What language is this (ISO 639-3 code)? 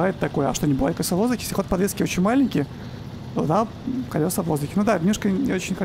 rus